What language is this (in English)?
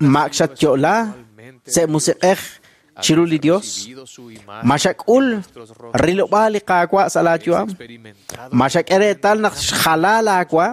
Kekchí